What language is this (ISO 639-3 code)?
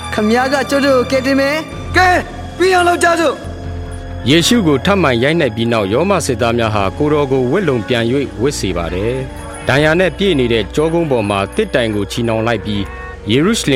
mya